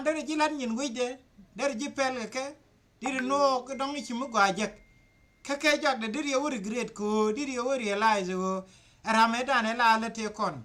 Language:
Nuer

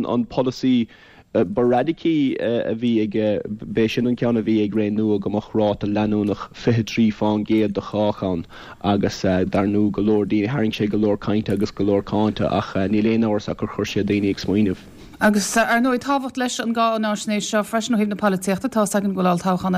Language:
Irish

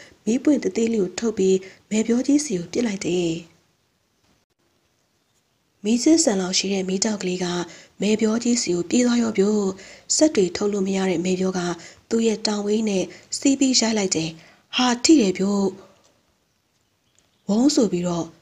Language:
Burmese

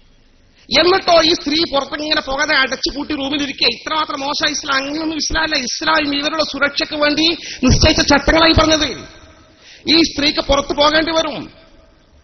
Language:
Malayalam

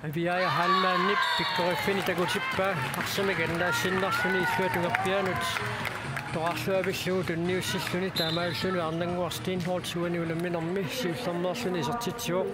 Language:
Kalaallisut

